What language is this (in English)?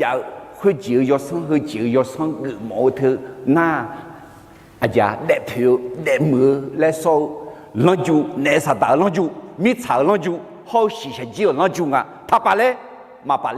Akha